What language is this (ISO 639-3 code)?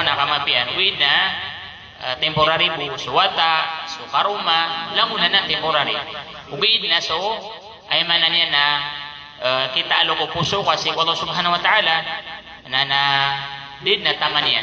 mrw